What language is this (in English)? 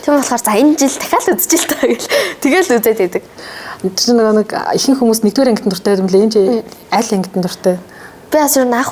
Mongolian